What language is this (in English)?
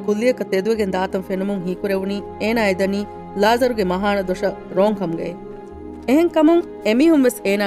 Divehi